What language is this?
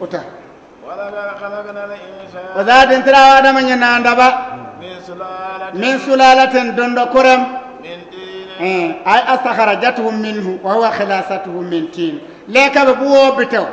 Bissa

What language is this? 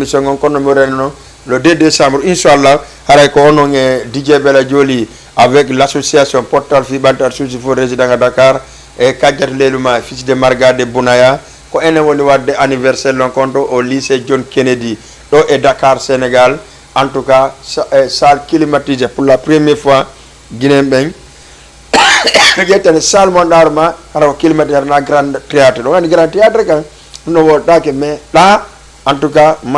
Fula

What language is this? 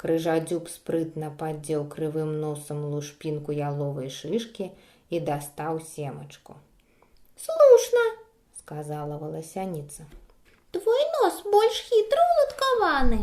Belarusian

